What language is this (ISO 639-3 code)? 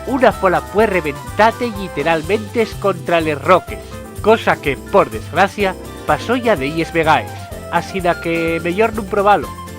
ast